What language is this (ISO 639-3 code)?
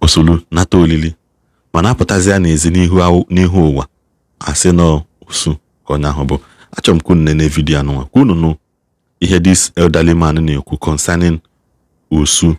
ibo